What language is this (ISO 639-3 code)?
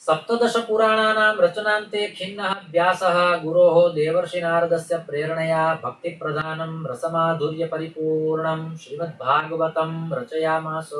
san